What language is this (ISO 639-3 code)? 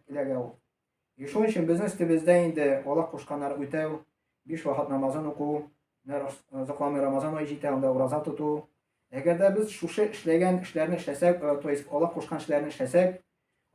tat